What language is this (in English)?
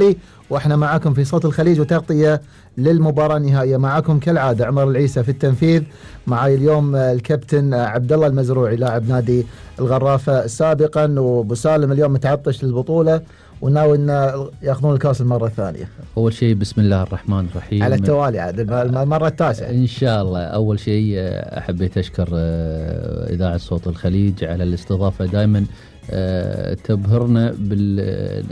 Gulf Arabic